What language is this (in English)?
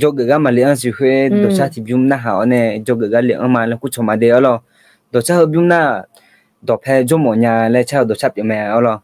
Akha